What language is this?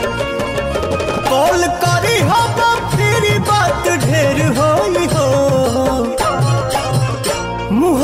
Bhojpuri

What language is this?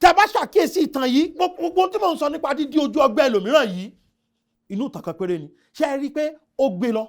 Yoruba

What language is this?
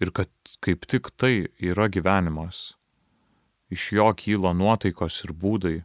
Lithuanian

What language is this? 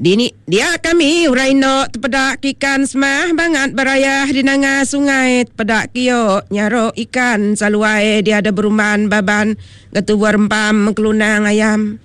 Iban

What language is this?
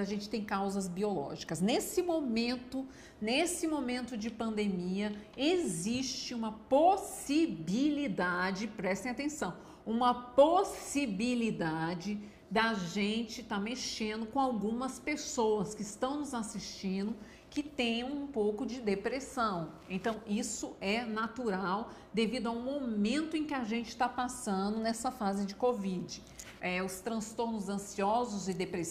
Portuguese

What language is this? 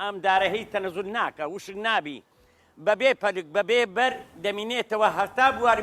Central Kurdish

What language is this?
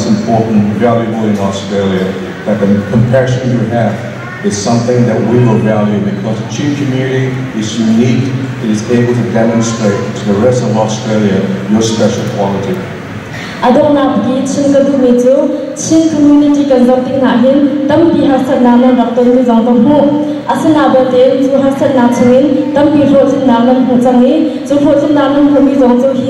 Hakha Chin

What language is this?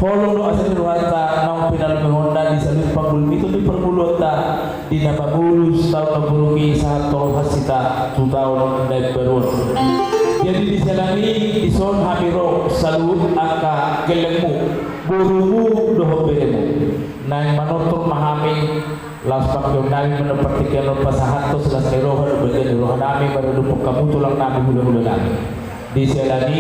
Batak Toba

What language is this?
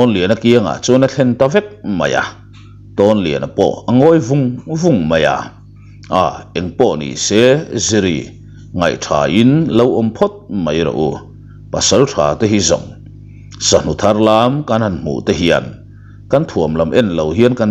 Mizo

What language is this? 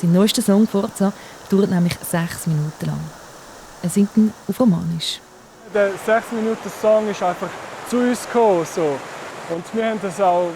Swiss German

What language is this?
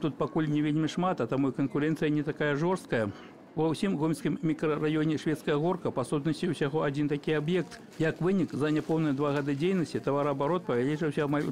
Belarusian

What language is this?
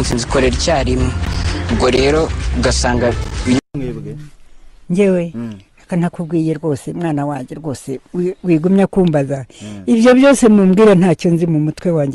Kinyarwanda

